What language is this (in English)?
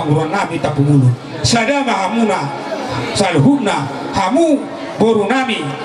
Batak Toba